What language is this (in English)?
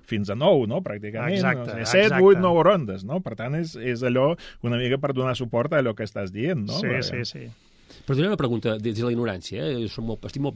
Catalan